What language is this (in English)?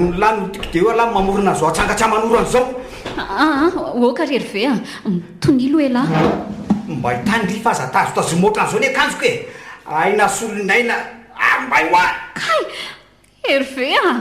Malagasy